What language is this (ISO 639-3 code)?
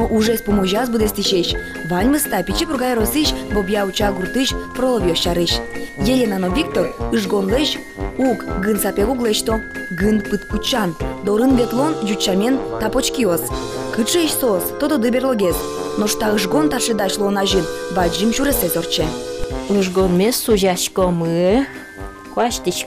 udm